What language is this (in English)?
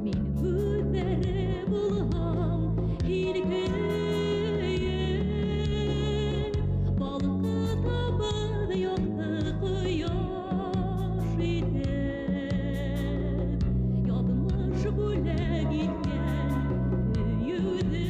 Bashkir